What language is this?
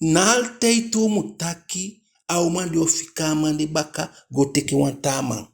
Eastern Maroon Creole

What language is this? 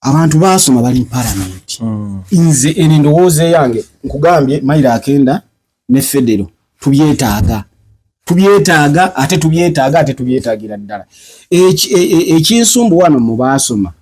Ganda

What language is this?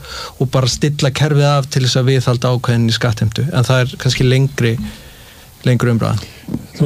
Icelandic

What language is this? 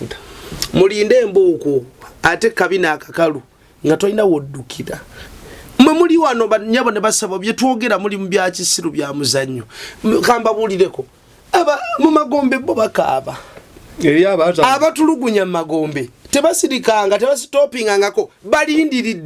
Ganda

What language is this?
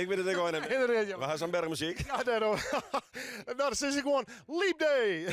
Western Frisian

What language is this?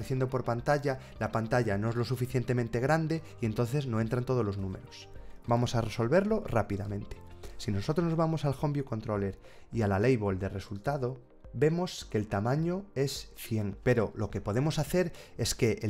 Spanish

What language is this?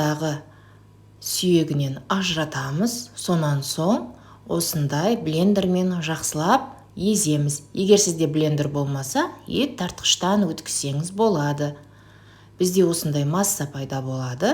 Kazakh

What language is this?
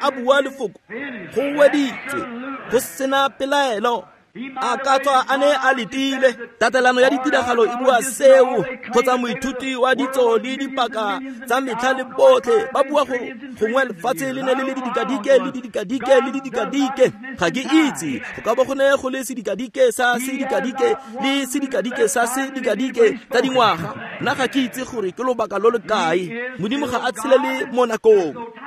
Tswana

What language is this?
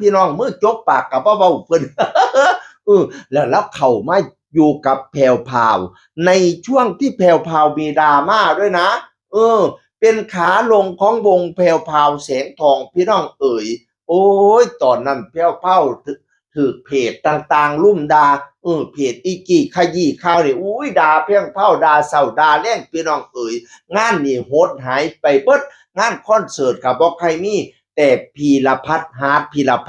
Northeastern Thai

